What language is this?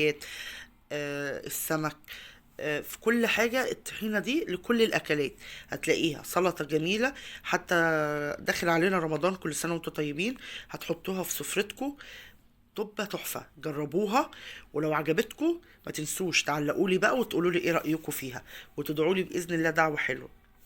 Egyptian Arabic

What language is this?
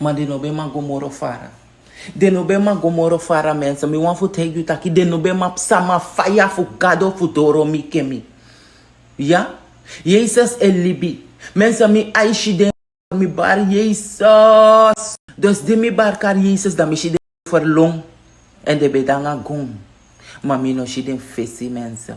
Sranan Tongo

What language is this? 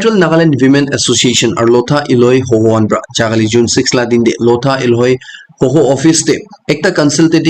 Naga Pidgin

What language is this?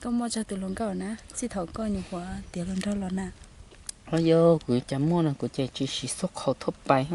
Hmong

